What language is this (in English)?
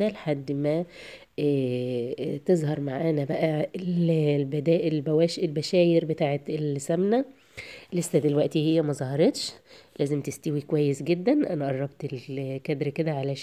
Egyptian Arabic